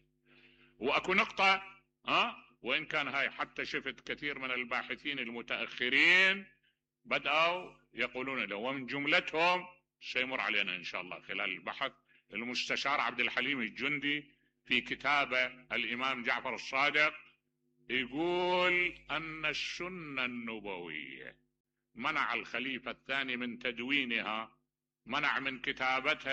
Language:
Mesopotamian Arabic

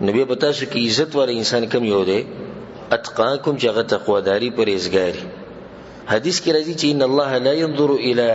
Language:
Pashto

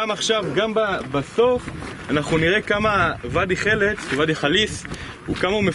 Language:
Hebrew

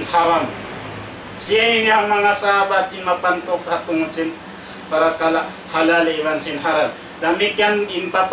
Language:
Tausug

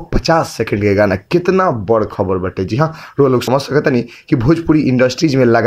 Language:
Bhojpuri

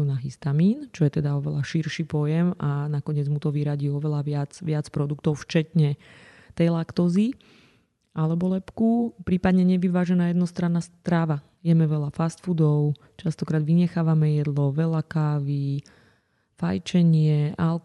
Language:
Slovak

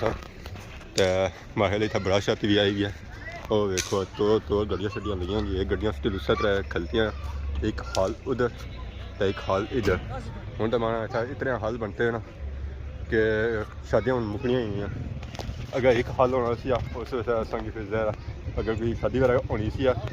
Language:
Pahari-Potwari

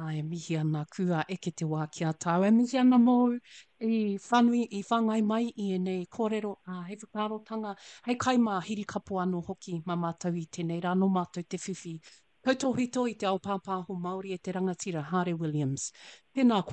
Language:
Māori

